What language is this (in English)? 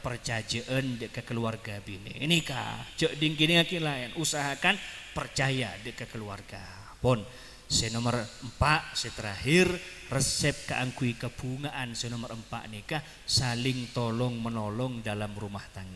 Madurese